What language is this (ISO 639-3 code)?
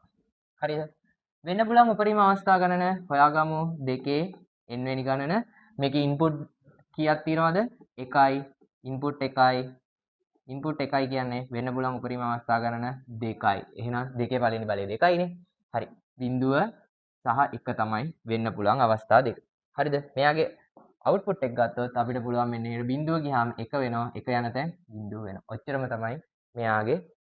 sin